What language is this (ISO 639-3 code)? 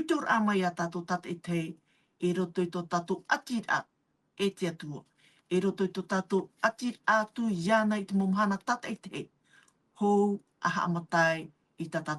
tah